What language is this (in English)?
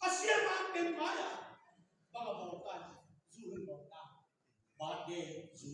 Tedim Chin